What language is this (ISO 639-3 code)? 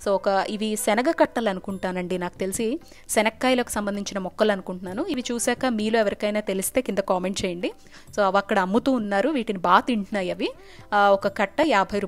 tel